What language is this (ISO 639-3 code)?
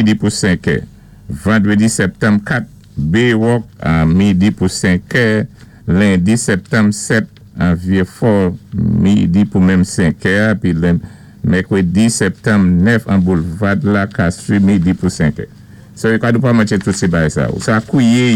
acf